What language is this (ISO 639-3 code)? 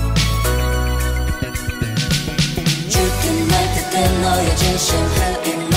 kor